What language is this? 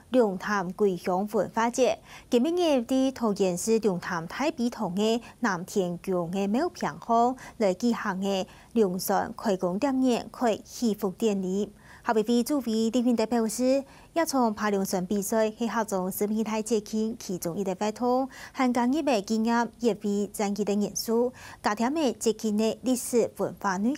Hakka Chinese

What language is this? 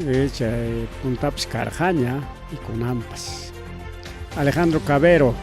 Ayacucho Quechua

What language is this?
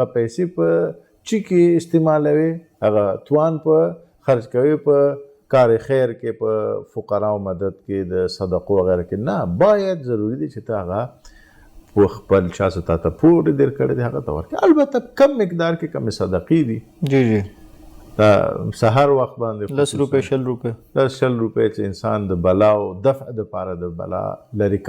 Pashto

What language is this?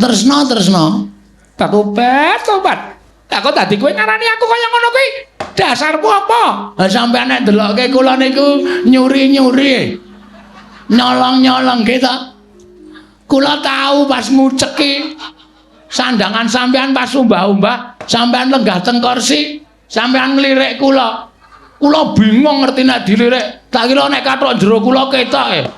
Javanese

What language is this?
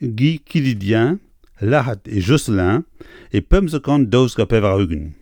Breton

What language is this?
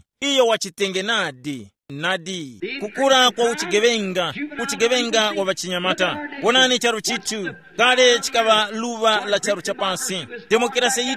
Tumbuka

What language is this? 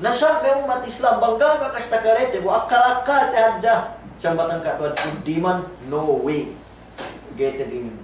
Yakan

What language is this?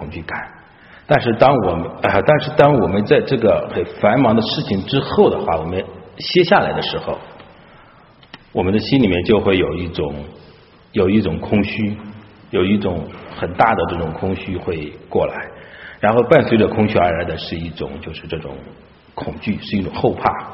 Chinese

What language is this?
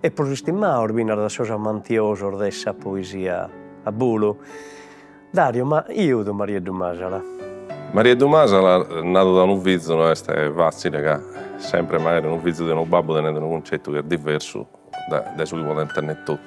Sardinian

